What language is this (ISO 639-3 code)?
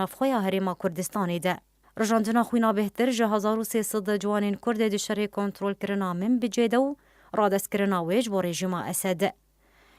kur